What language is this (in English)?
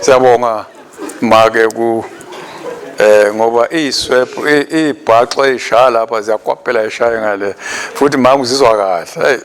Swati